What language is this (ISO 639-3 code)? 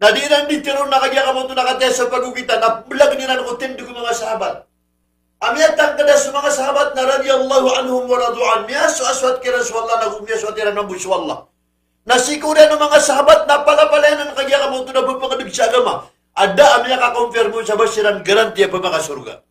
mrw